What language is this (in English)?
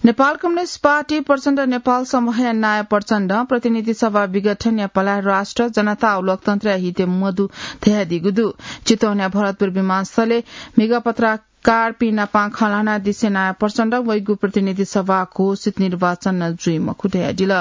Newari